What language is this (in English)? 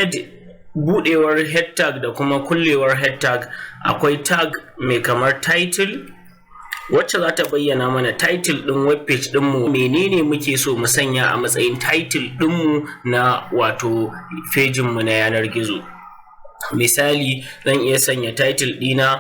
Hausa